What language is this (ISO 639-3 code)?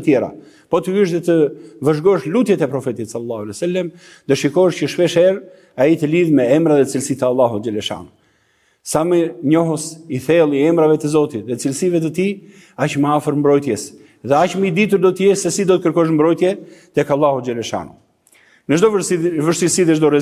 sqi